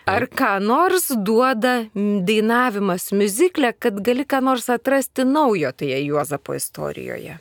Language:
Lithuanian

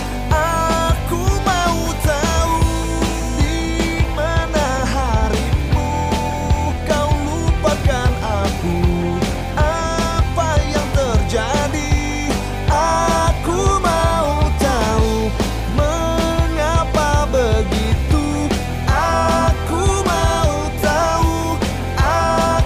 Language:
Indonesian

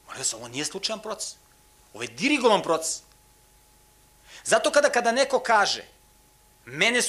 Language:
Serbian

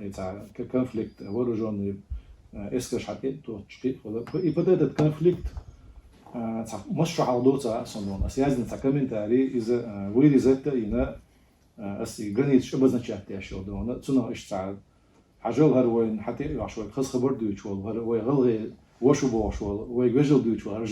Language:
Chechen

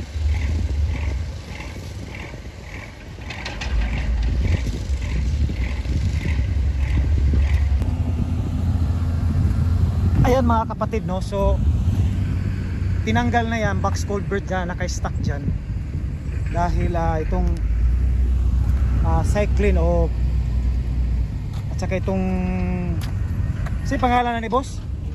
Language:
Filipino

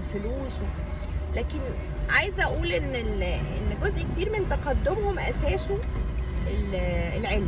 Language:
Egyptian Arabic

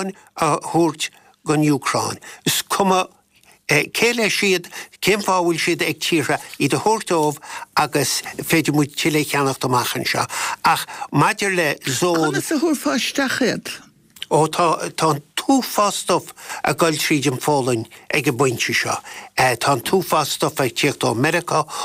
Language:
Irish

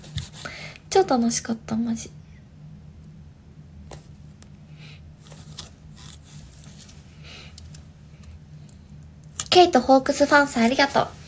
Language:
Japanese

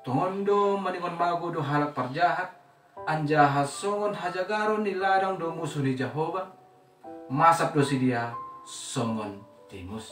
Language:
Batak Simalungun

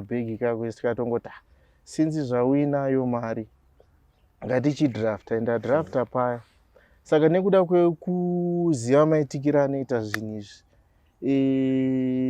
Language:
Shona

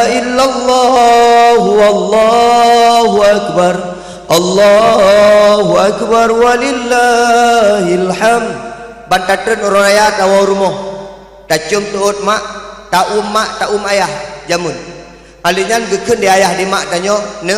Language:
Achinese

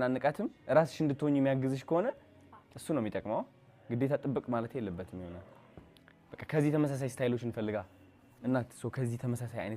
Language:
Amharic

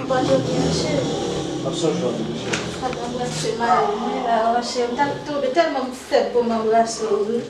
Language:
Haitian Creole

